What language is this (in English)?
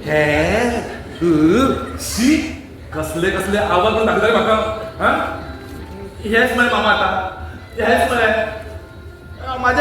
Konkani